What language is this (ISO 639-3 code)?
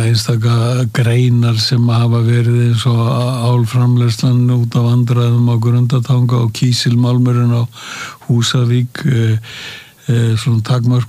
isl